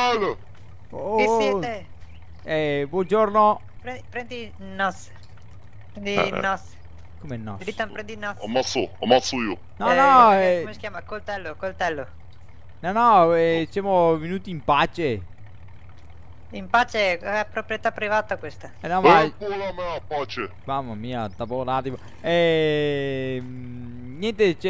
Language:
Italian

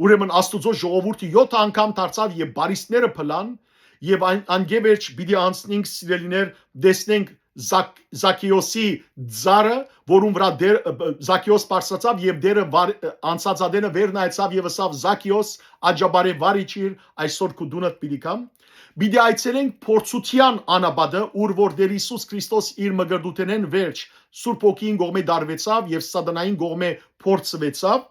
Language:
Western Armenian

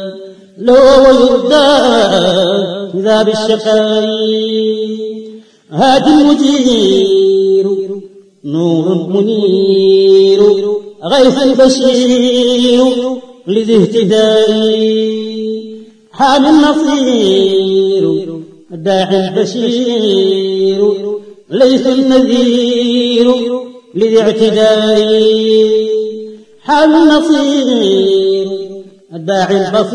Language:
Arabic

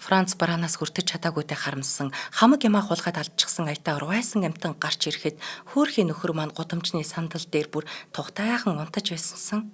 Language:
Mongolian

